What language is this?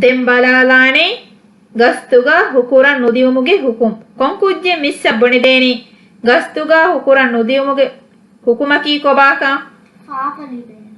Divehi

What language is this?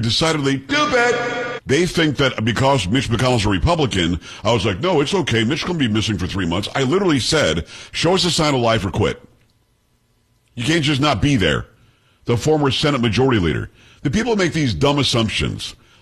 English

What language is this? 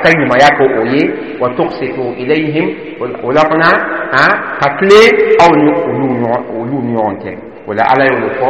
Dyula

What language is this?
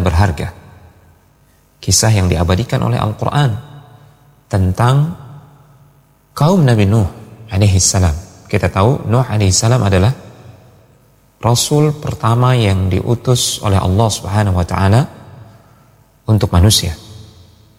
Indonesian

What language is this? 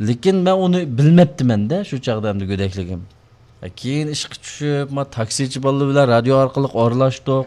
Uyghur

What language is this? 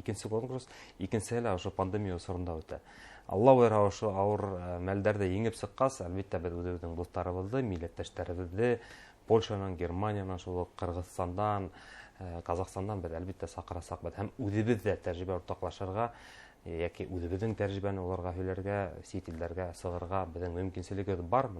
Bashkir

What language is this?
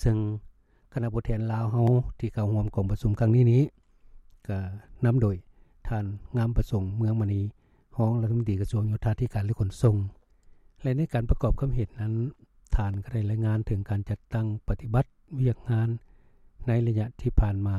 Lao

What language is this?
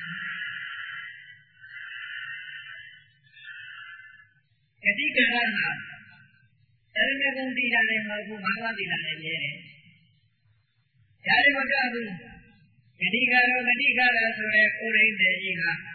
Burmese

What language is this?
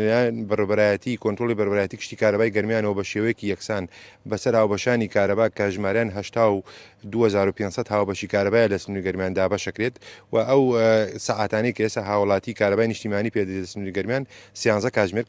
Central Kurdish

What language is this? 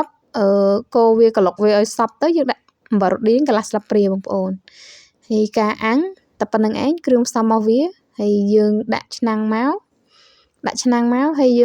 Khmer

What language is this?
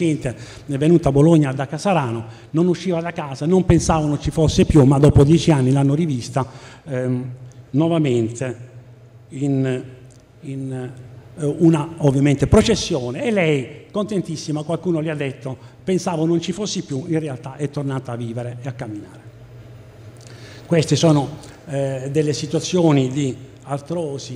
Italian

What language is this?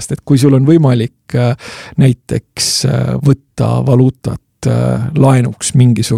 Estonian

